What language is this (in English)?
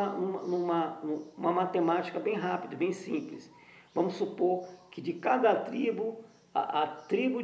Portuguese